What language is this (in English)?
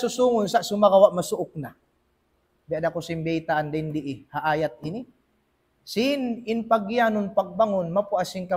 Tausug